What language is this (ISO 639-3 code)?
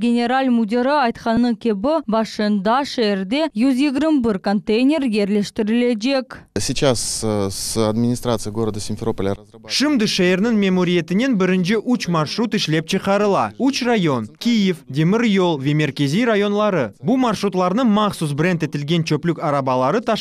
crh